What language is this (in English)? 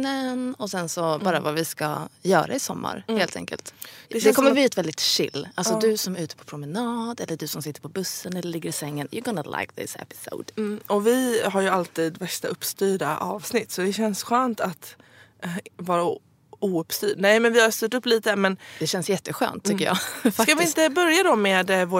Swedish